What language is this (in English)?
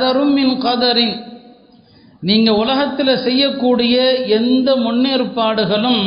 Tamil